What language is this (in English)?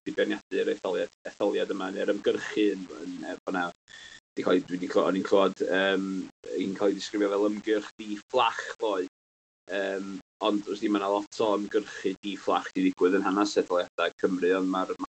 Welsh